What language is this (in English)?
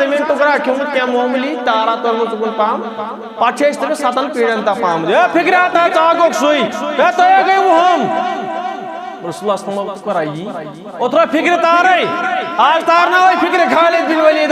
Kashmiri